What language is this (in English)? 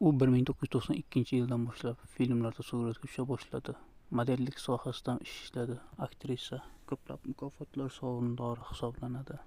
Uzbek